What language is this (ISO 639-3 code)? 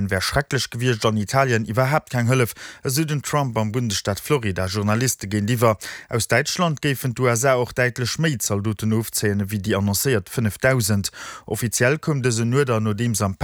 ltz